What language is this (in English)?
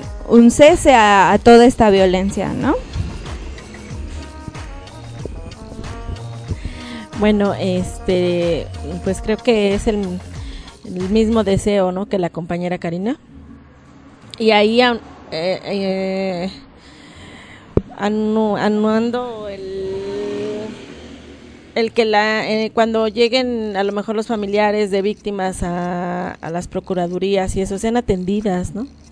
Spanish